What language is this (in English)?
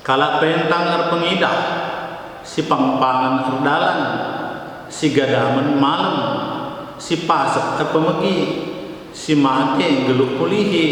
Batak Karo